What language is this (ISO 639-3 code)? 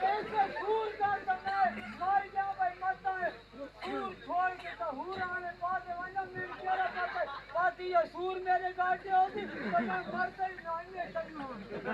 skr